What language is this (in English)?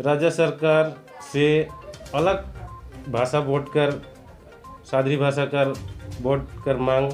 Sadri